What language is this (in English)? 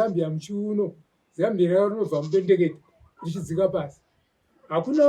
Shona